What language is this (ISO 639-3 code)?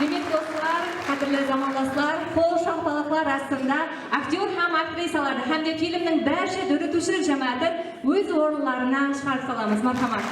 kaa